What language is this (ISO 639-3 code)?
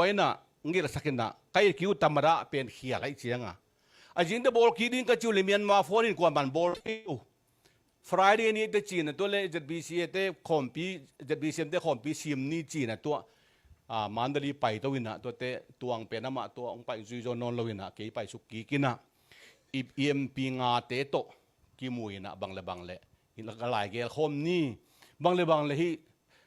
ctd